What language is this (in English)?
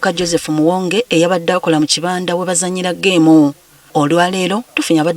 Ganda